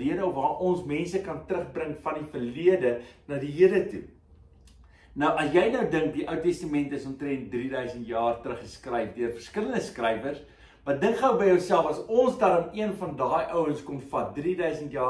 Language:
Afrikaans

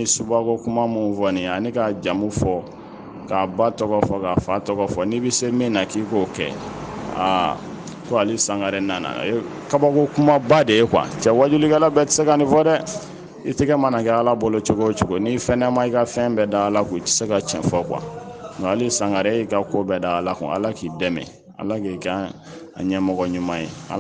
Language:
Bambara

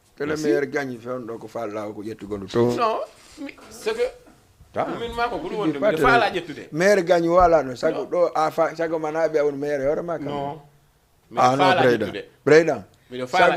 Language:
Fula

